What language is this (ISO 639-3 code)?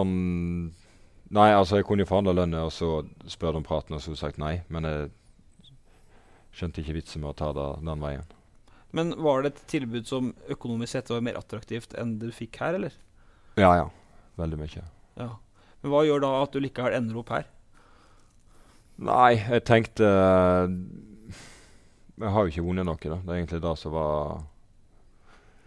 nor